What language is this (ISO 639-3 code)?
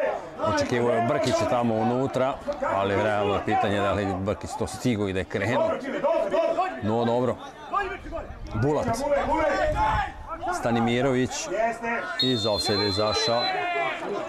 srp